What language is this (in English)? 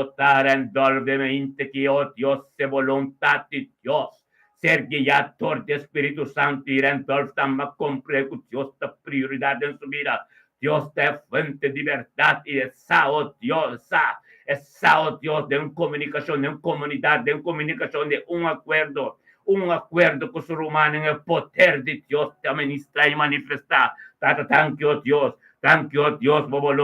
Papiamento